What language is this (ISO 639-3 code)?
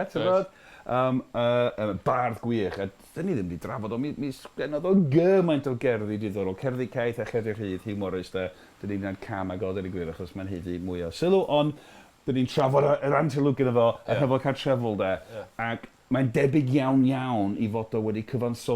cym